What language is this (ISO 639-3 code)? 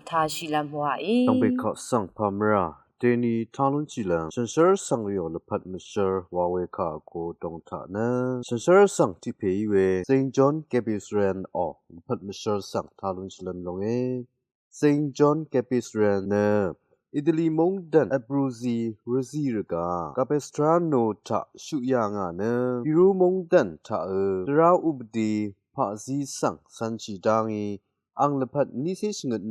raw